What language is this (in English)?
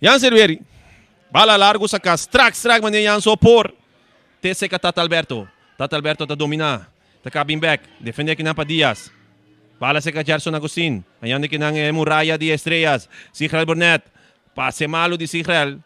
Papiamento